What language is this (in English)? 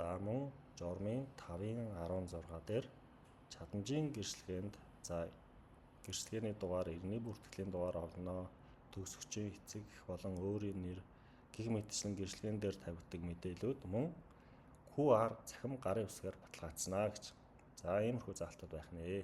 Mongolian